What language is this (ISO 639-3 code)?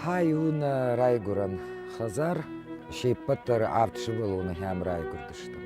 oss